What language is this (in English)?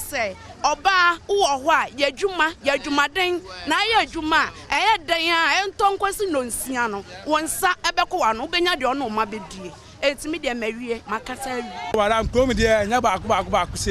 Akan